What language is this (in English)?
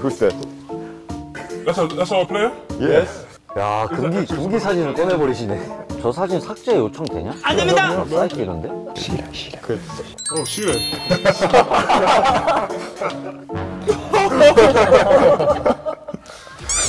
Korean